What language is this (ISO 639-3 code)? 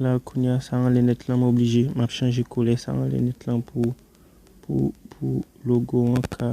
hat